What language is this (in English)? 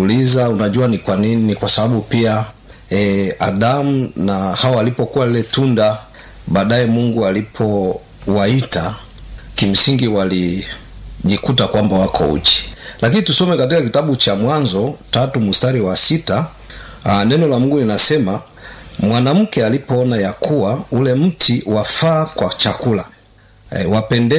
Swahili